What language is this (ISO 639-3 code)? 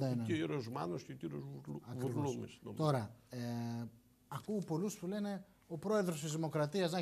ell